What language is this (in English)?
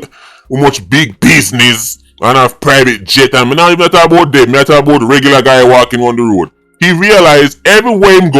Jamaican Creole English